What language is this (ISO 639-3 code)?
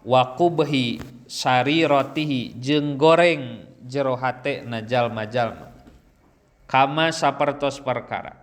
sun